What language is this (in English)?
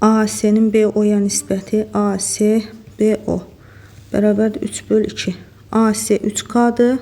Azerbaijani